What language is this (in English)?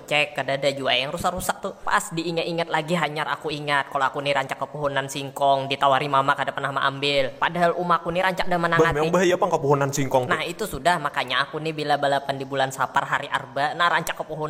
Banjar